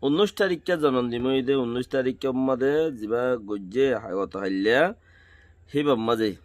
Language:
Rohingya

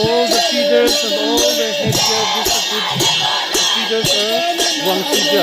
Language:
Wancho Naga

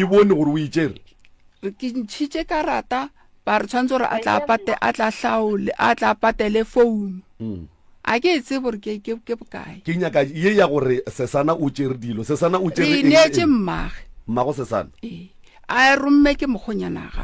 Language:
Northern Sotho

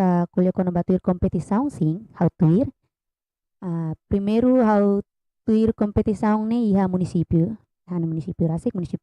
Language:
Tetum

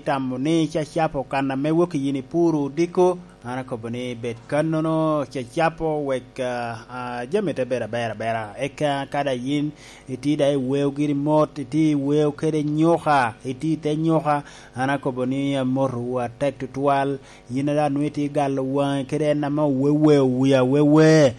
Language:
Lango (Uganda)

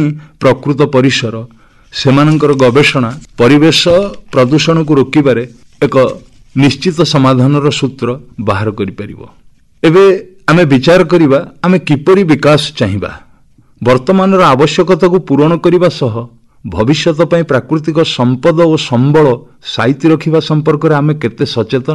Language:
Odia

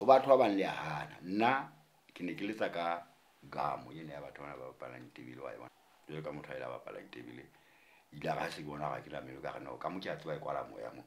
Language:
Southern Sotho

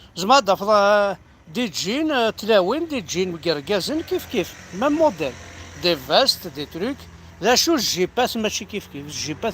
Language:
Kabyle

